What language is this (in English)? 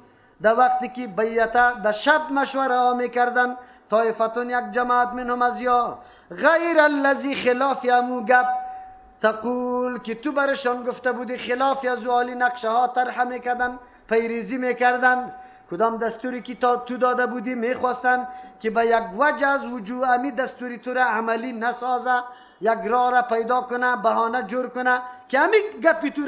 Persian